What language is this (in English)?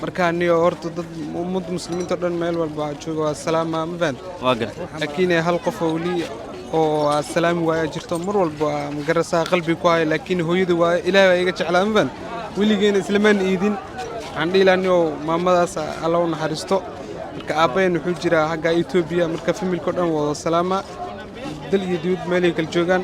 Somali